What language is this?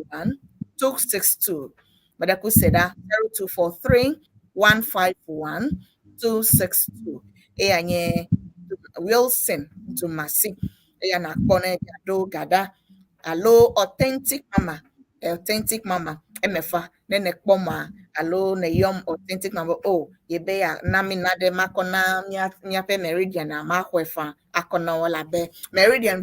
Ewe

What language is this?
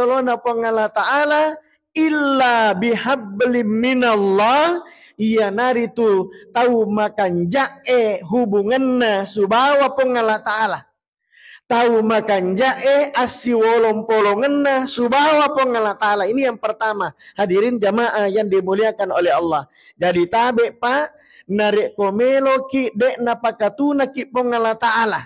Buginese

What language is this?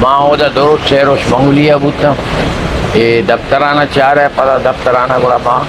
Eastern Balochi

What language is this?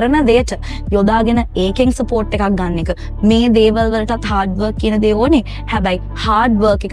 Sinhala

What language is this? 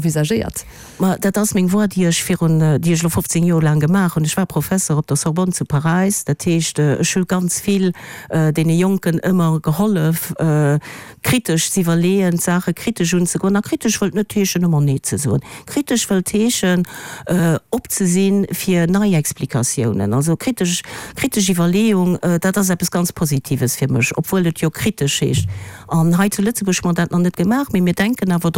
Luxembourgish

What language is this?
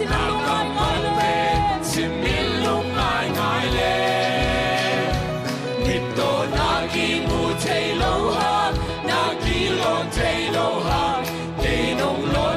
Tedim Chin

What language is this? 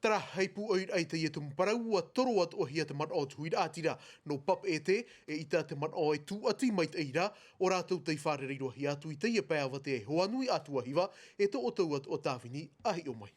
Tahitian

